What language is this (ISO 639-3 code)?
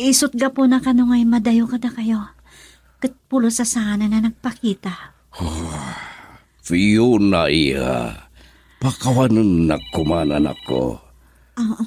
ilo